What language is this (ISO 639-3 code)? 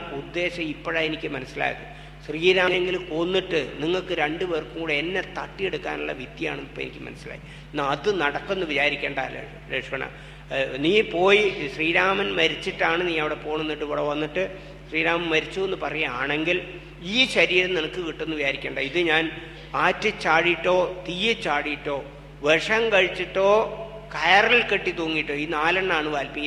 mal